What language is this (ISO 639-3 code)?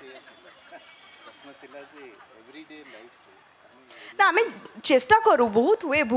ori